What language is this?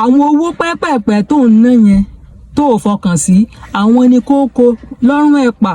Yoruba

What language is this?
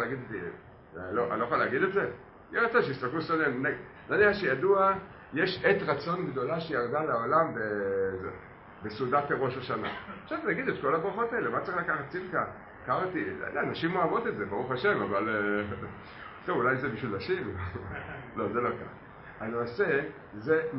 Hebrew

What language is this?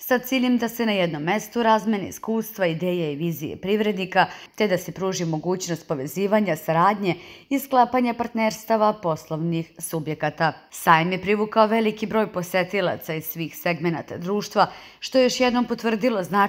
Serbian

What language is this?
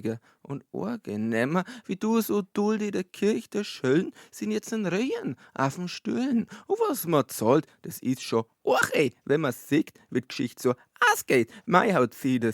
Bavarian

